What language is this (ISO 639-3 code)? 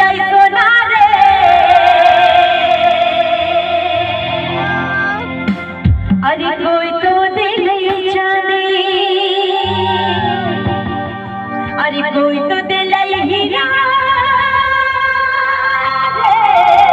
bho